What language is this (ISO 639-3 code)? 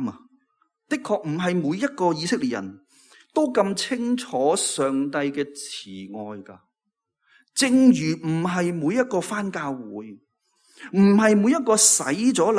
yue